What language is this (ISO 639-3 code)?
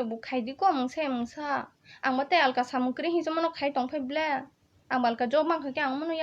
trp